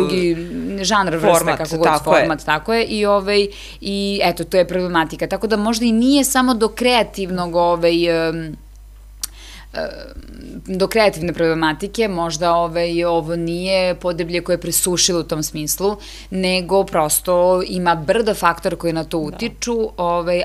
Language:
Serbian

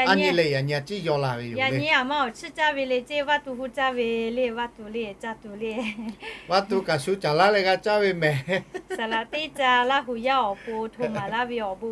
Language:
Lahu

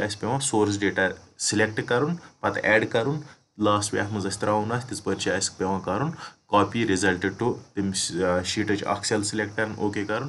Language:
Kashmiri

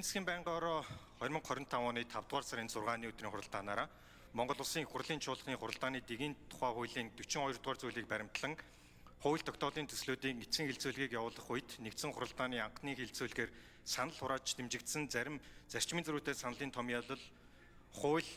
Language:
Mongolian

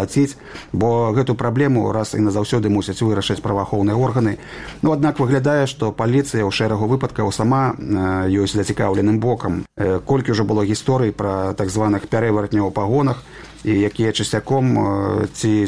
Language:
Belarusian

